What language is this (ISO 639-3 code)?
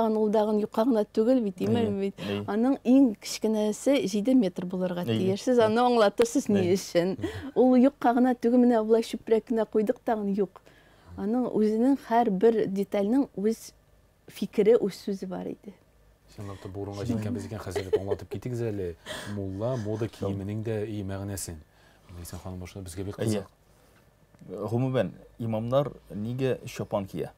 tat